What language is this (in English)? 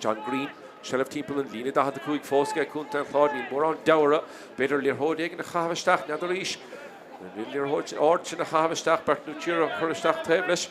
Irish